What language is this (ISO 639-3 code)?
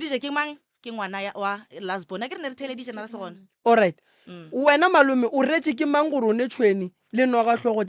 nso